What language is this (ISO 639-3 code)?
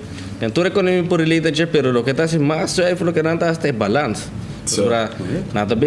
pap